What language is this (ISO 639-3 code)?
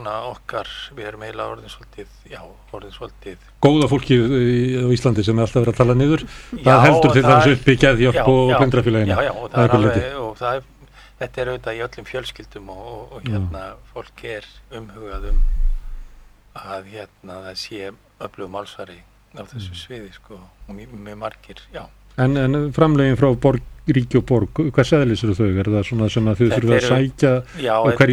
isl